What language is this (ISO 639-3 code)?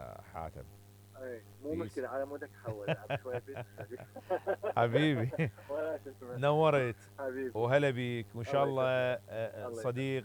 acm